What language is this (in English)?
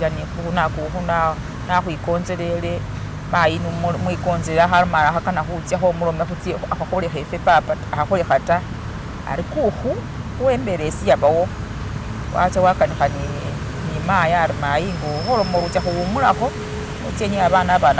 Masaaba